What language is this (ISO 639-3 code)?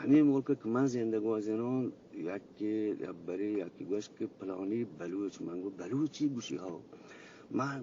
bgp